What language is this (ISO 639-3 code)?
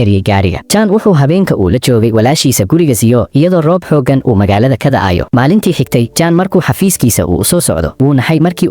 som